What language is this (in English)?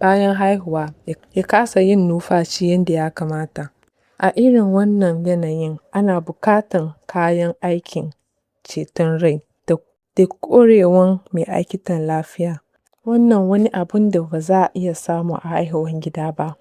Hausa